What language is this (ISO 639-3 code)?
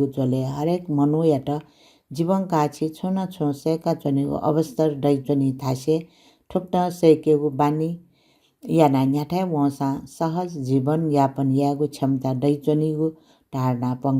new